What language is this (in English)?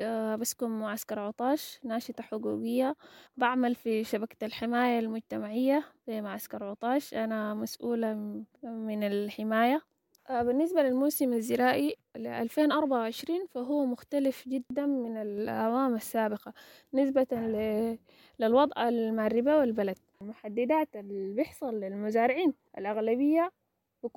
Sudanese Arabic